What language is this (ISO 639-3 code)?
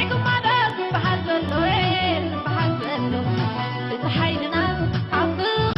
tir